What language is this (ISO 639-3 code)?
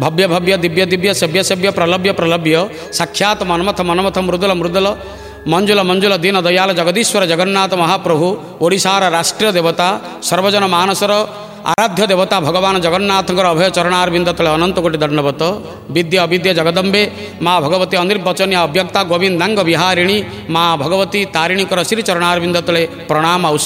ori